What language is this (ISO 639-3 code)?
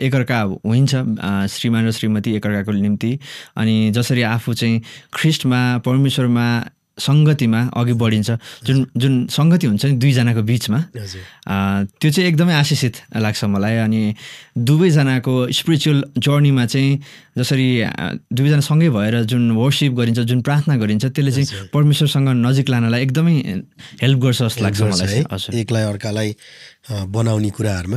nep